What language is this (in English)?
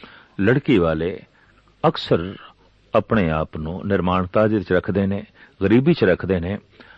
Punjabi